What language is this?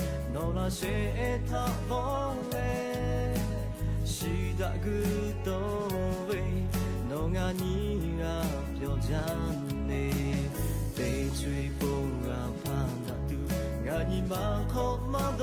Lahu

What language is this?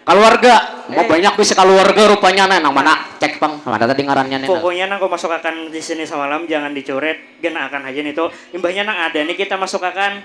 Banjar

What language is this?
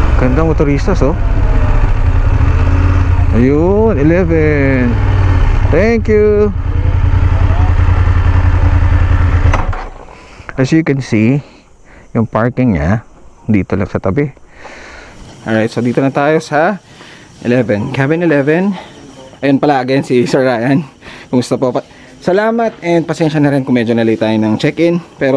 Filipino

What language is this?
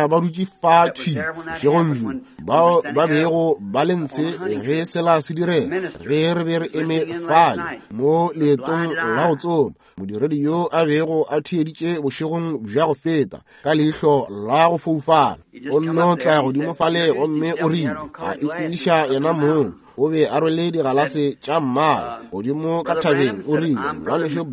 Northern Sotho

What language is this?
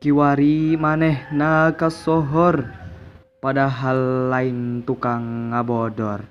Sundanese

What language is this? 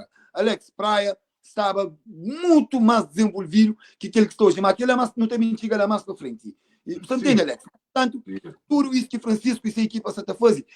Kabuverdianu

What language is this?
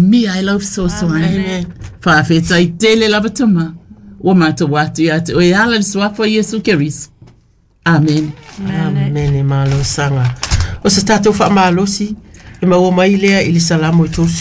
Samoan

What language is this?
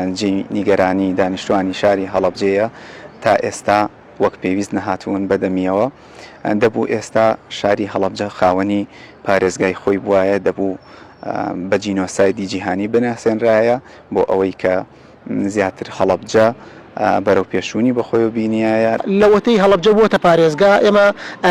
Central Kurdish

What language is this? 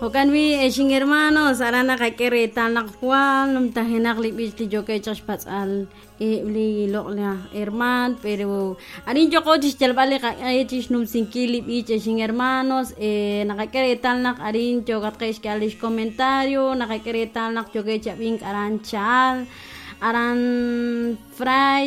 Kekchí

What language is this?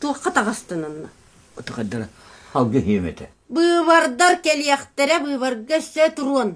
Yakut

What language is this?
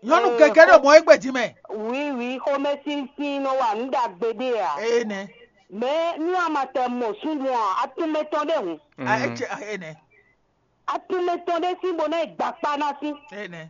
Fon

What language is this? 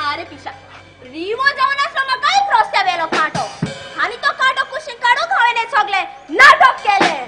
Konkani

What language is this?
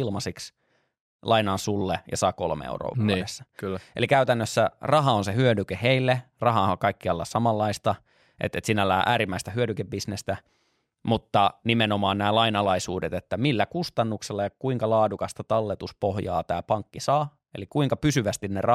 Finnish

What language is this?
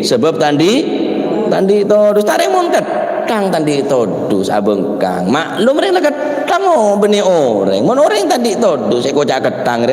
Madurese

